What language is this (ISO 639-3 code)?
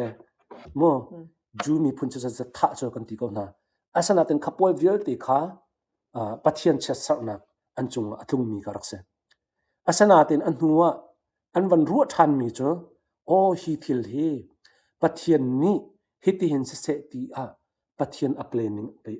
cnh